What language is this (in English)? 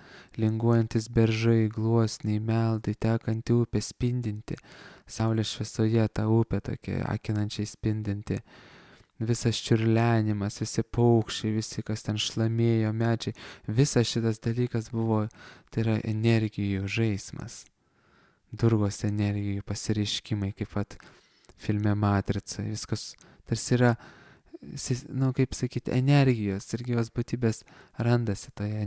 Lithuanian